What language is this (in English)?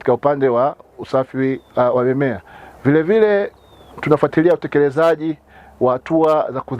Swahili